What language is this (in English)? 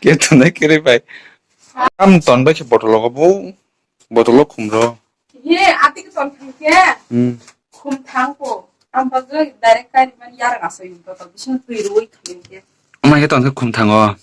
Kok Borok